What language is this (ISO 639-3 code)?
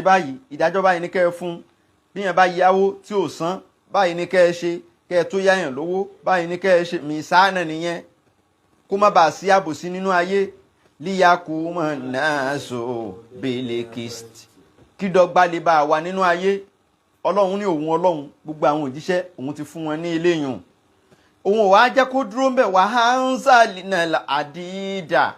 yor